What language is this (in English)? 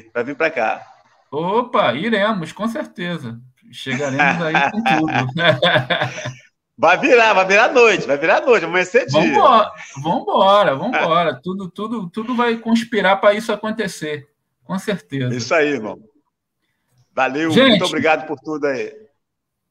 Portuguese